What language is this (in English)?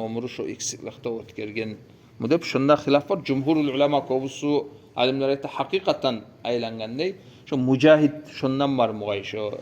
Kumyk